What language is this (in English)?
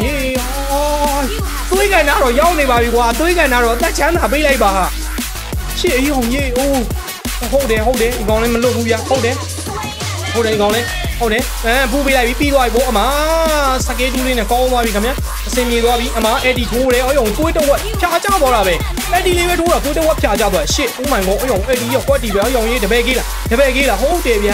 Burmese